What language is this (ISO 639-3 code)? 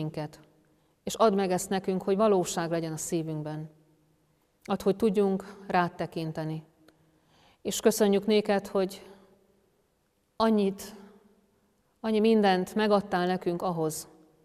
hun